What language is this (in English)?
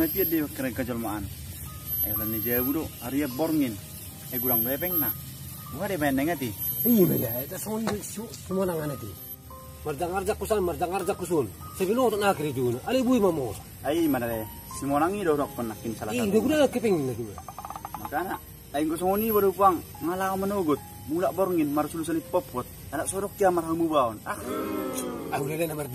Batak Toba